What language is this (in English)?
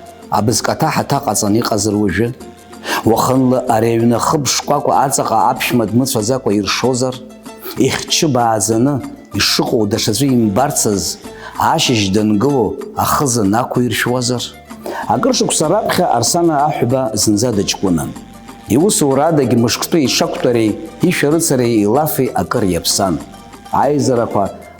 Abkhazian